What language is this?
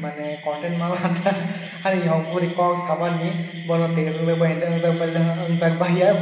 Kok Borok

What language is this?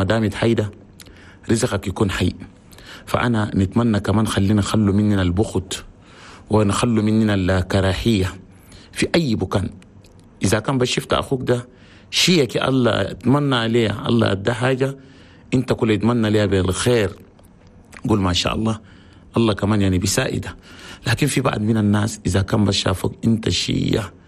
Chadian Arabic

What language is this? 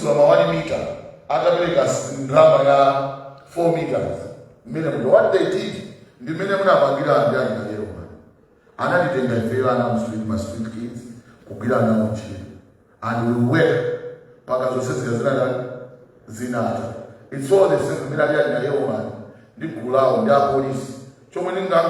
Nyanja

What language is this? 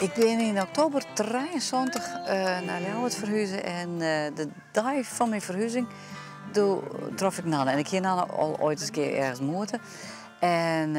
Western Frisian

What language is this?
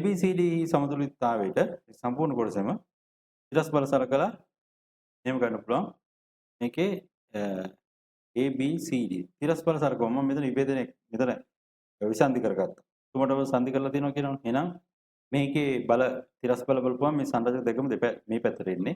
Sinhala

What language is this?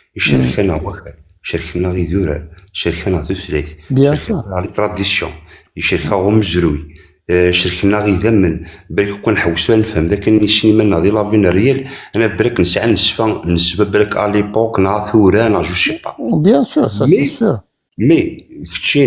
Kabyle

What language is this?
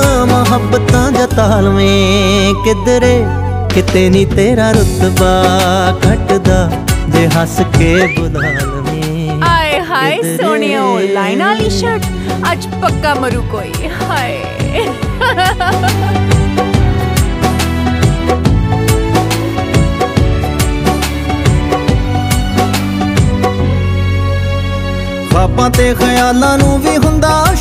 Punjabi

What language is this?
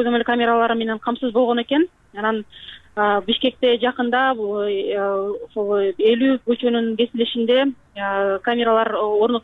Kyrgyz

